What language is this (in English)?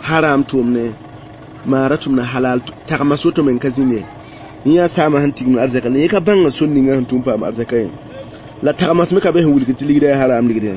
Mossi